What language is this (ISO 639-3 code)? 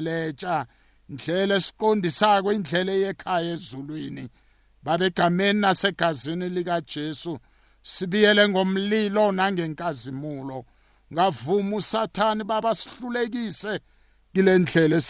nbl